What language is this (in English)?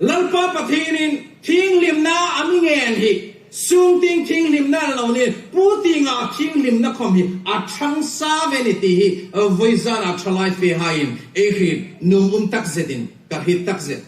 Hmar